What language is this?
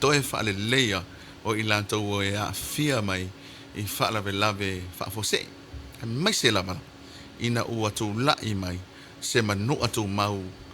Samoan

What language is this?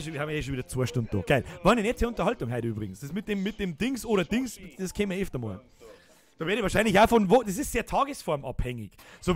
Bavarian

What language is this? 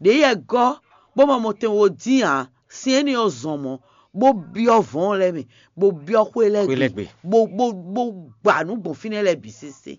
Fon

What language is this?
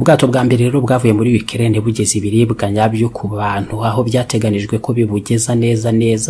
Kinyarwanda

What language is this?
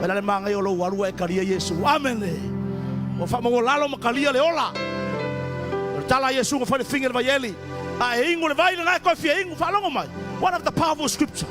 Samoan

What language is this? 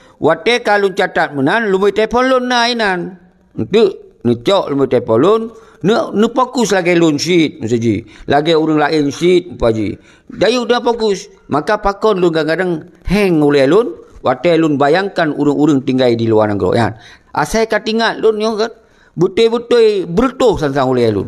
Achinese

